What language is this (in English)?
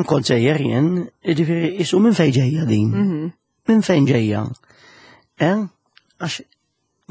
Maltese